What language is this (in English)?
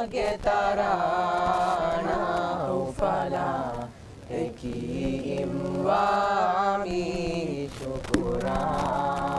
Divehi